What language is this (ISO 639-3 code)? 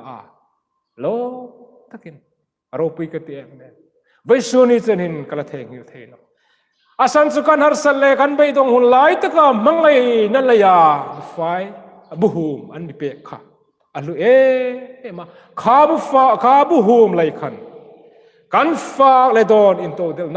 hmr